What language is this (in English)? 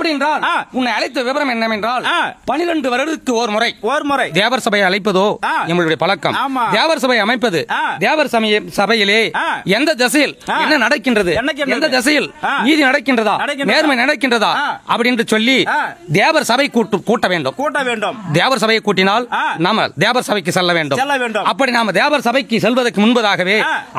Tamil